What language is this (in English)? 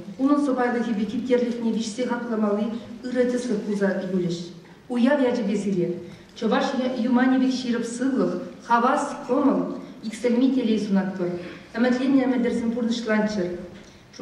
Chuvash